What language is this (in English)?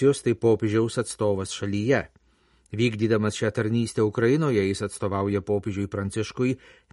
Lithuanian